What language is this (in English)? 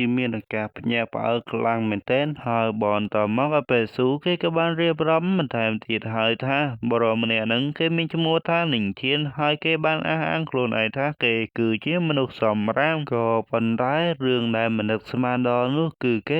Khmer